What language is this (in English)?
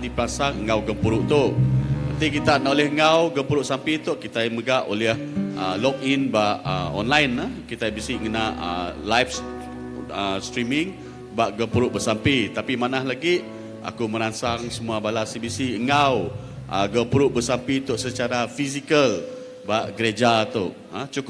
Iban